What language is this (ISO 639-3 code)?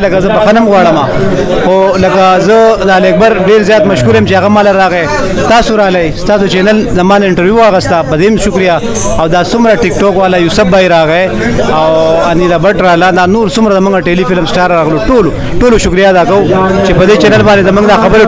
pus